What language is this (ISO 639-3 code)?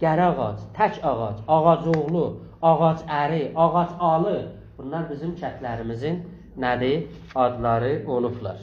azb